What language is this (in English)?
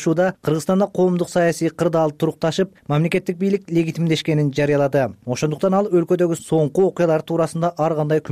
Kyrgyz